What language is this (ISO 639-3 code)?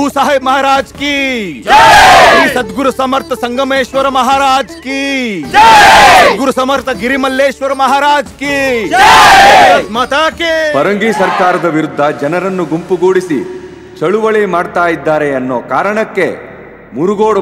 kan